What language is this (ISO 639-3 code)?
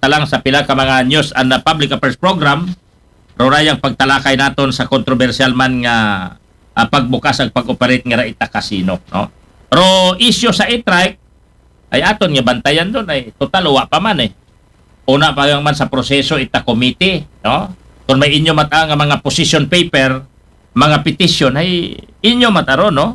akl